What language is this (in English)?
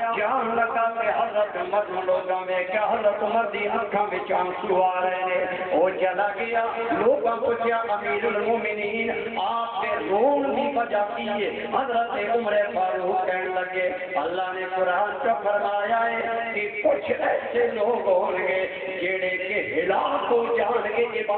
Urdu